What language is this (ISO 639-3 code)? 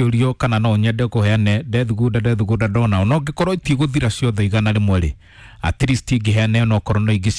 kik